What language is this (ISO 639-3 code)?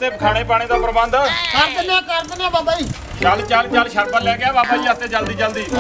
pan